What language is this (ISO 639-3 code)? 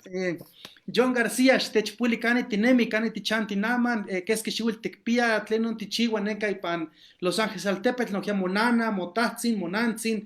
nhe